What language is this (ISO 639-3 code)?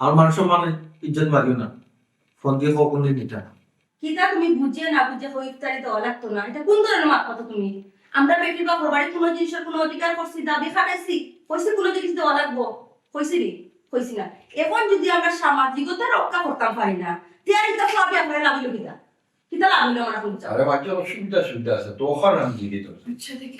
syl